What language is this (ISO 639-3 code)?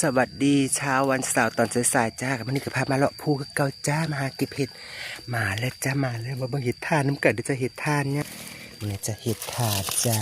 tts